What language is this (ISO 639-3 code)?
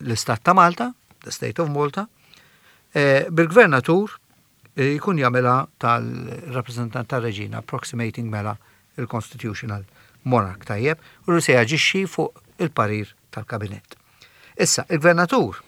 mlt